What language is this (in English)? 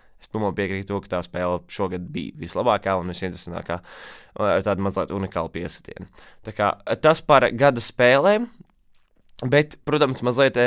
Latvian